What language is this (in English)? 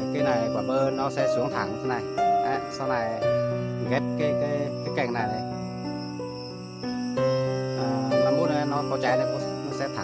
Vietnamese